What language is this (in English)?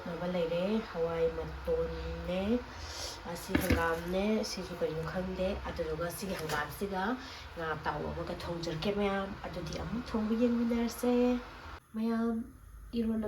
Manipuri